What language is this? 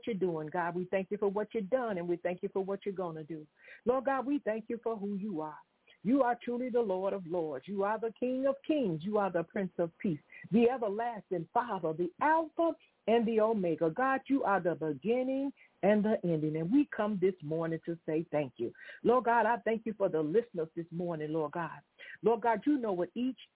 English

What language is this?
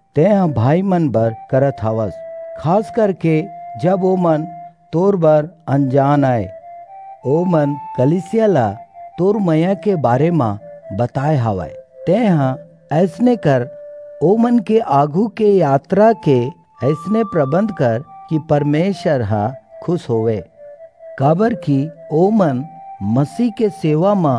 Chhattisgarhi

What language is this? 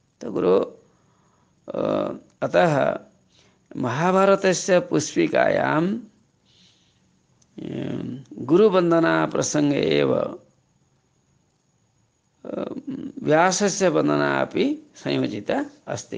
Sanskrit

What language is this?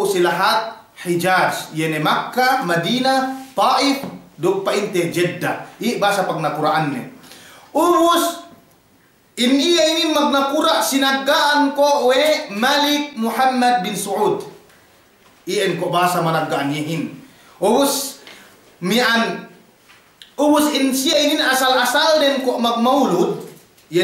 Yakan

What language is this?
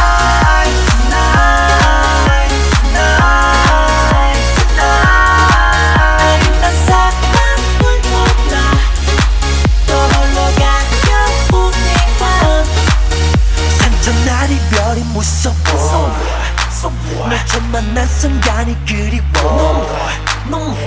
Korean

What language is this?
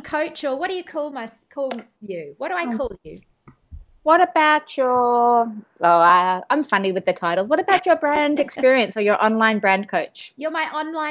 English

